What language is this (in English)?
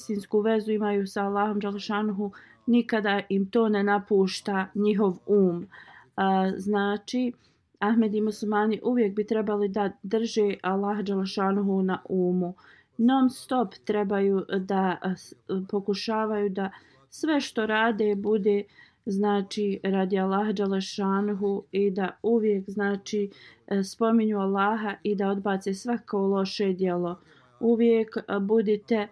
Bosnian